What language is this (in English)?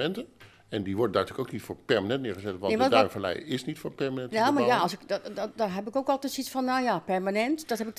Dutch